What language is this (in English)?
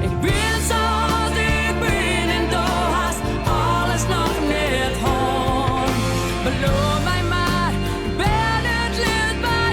Western Frisian